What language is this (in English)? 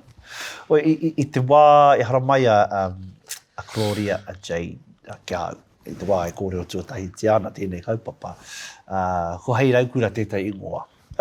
Māori